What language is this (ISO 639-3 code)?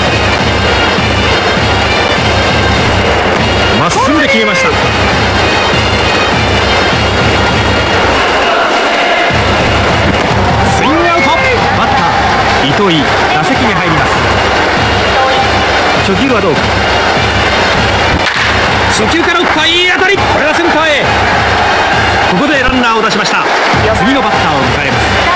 jpn